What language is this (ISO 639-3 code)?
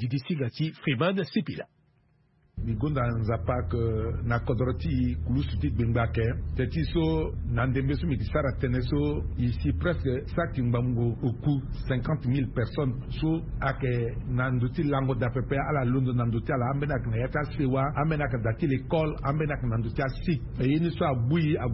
sag